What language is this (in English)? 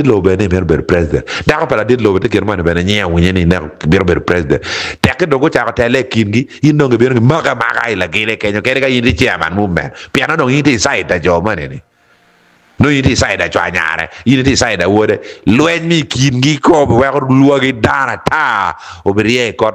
Acoli